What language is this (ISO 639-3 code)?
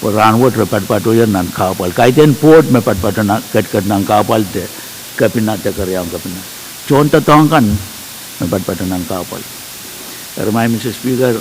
pon